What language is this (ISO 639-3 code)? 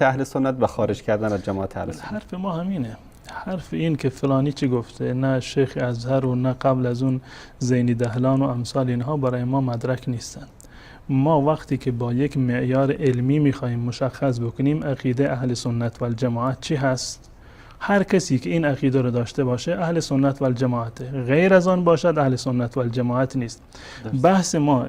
fas